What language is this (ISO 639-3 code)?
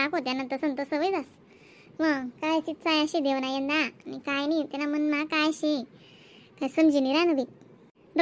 khn